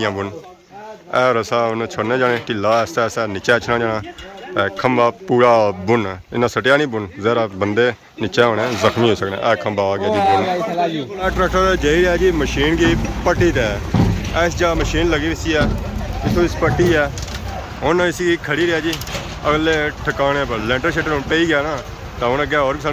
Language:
Pahari-Potwari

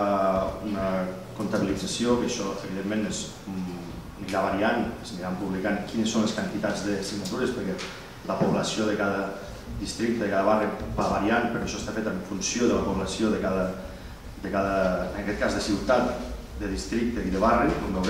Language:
Catalan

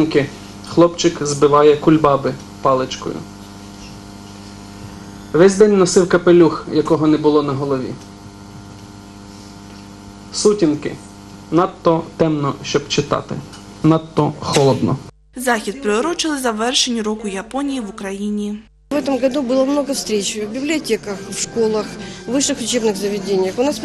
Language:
Ukrainian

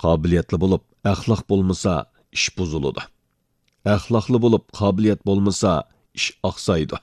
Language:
Uyghur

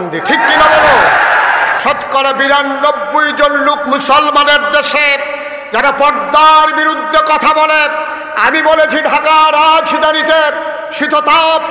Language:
Bangla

